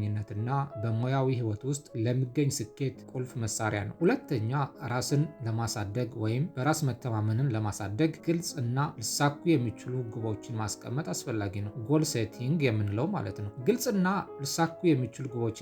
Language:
Amharic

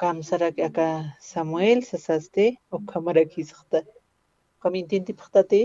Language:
Aymara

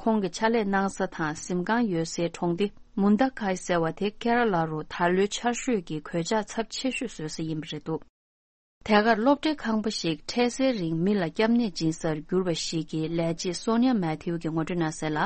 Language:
Tibetan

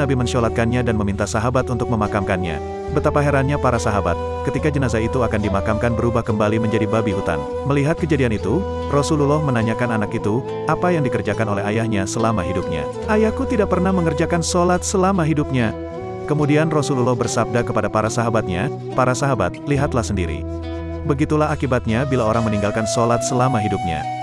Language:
Indonesian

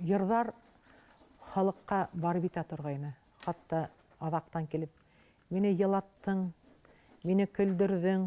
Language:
Bashkir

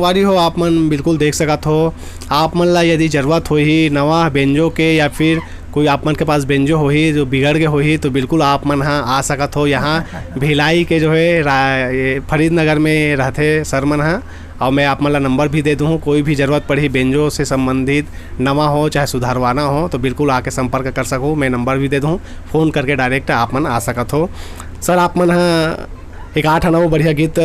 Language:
Chhattisgarhi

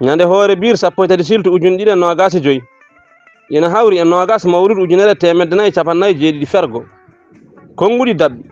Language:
Fula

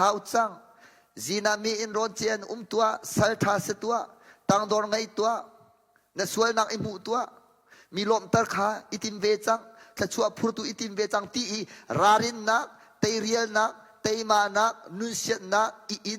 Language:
Hakha Chin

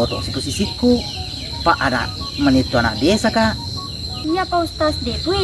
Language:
Buginese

